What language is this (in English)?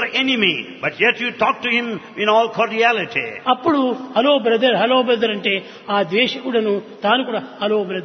Telugu